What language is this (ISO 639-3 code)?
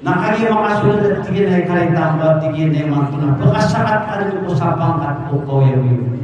mrw